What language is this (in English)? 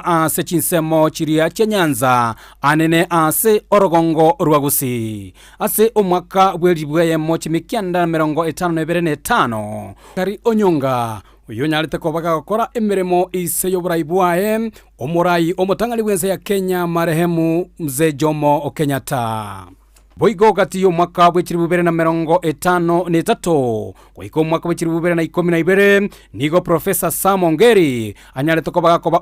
Gusii